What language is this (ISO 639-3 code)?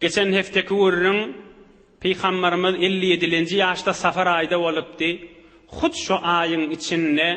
tuk